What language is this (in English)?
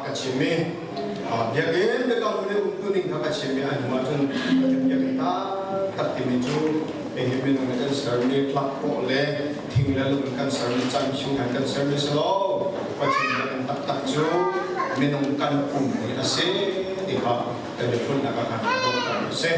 Hakha Chin